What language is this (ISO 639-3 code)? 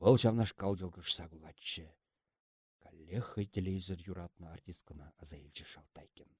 chv